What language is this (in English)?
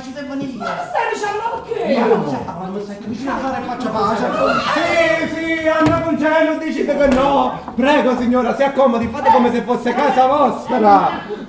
Neapolitan